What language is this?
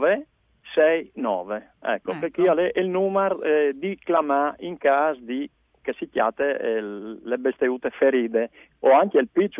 Friulian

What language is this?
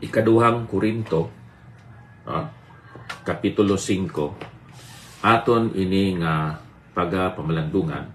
Hiligaynon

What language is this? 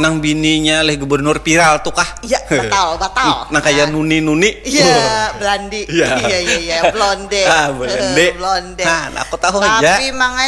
Banjar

